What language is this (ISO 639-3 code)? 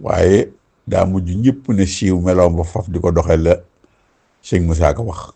wol